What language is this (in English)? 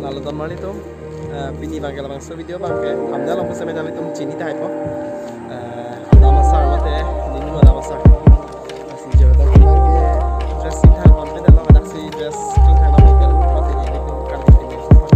Karbi